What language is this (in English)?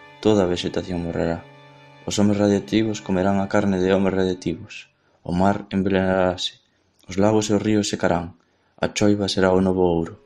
Galician